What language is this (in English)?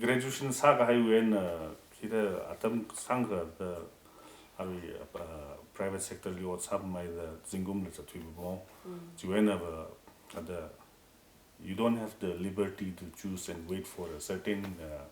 Tangkhul Naga (India)